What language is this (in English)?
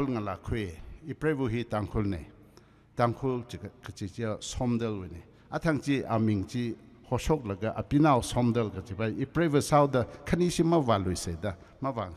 Tangkhul Naga (India)